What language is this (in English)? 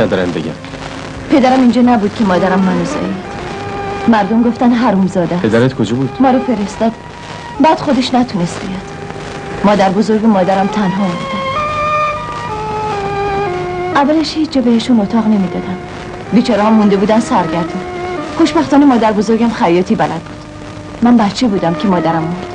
Persian